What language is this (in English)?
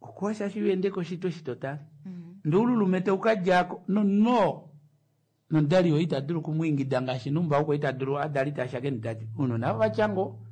Kuanyama